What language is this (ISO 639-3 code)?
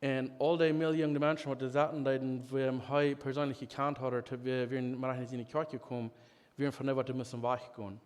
pdt